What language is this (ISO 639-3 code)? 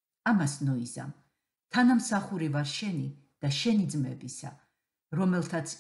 kat